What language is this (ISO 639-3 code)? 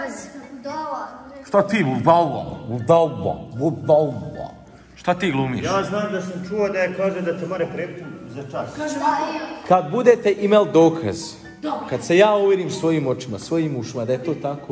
hrv